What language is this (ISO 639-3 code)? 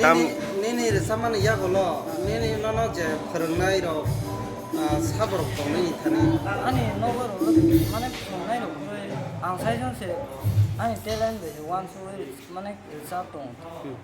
trp